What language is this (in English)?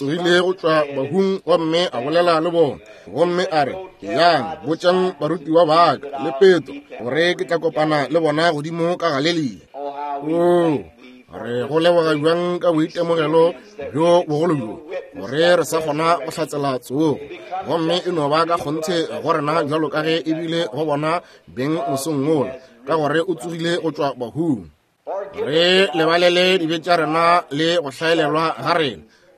Northern Sotho